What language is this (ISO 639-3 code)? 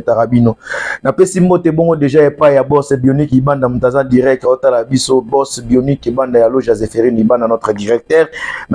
lin